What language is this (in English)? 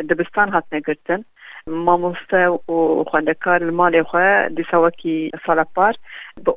Kurdish